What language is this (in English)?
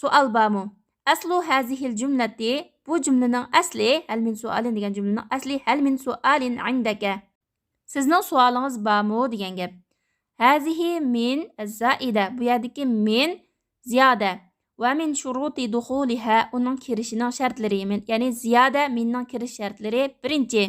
Uyghur